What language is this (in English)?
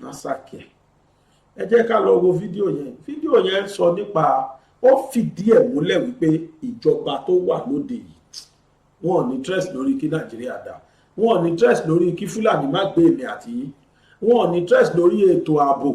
Yoruba